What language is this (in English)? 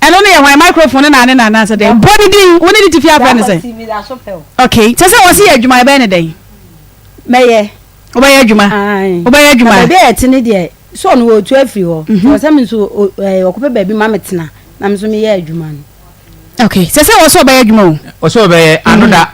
Akan